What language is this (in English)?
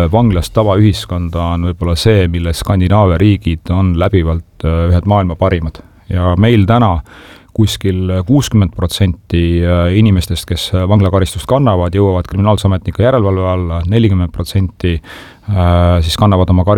Estonian